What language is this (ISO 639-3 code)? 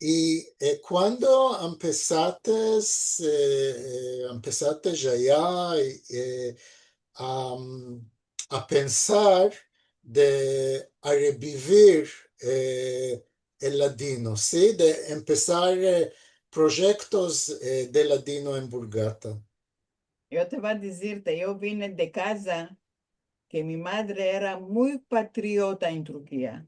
lad